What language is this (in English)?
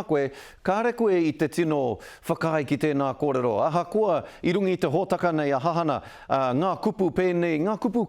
Māori